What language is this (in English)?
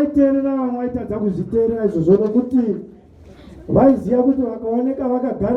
Shona